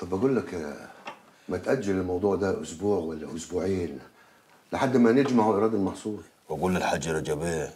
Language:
Egyptian Arabic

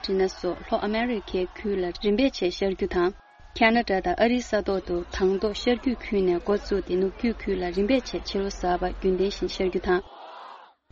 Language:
Tibetan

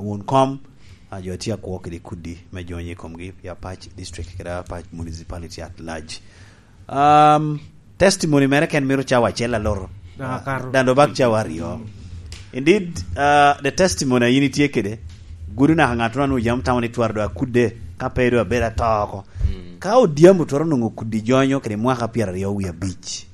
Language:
Lango (Uganda)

